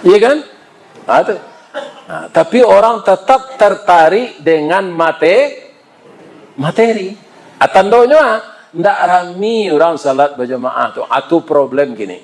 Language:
Minangkabau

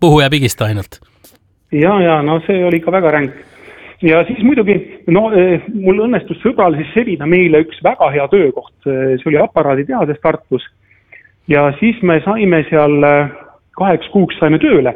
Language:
Estonian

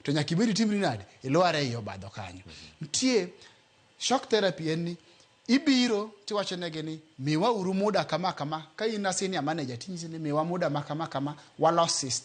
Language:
Luo (Kenya and Tanzania)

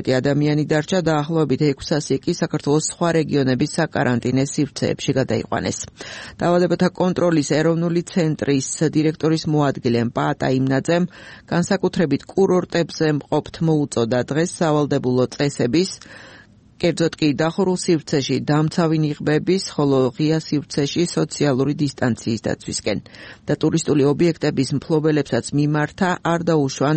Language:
Georgian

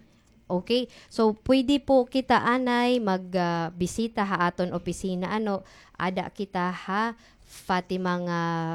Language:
Waray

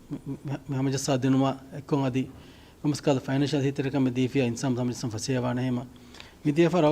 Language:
Divehi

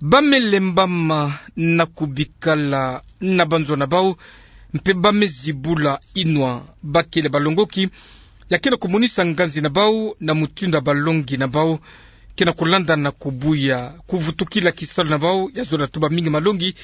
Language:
Kituba (Democratic Republic of Congo)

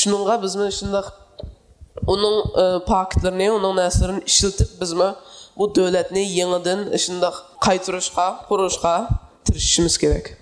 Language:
Uyghur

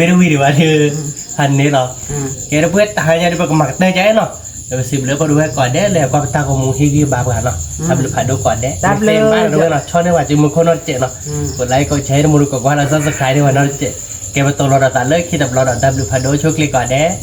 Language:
S'gaw Karen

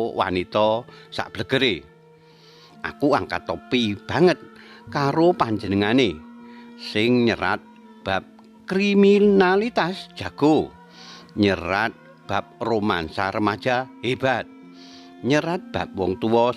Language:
Javanese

